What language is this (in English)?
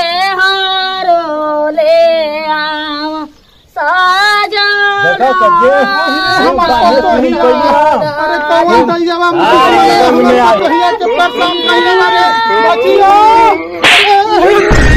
Bhojpuri